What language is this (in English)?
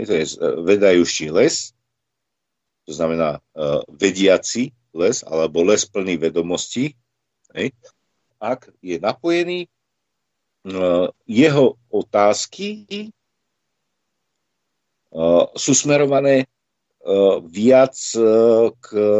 Slovak